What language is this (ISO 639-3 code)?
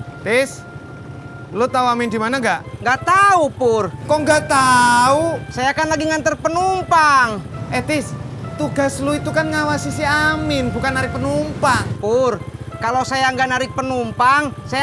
bew